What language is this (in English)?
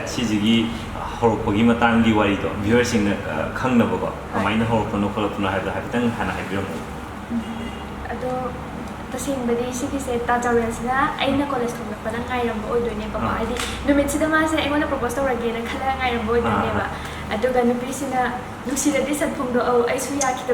Manipuri